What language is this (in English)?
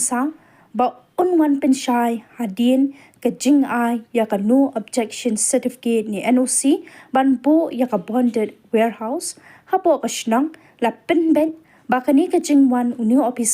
Khasi